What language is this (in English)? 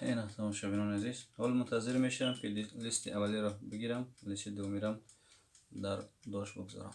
Tajik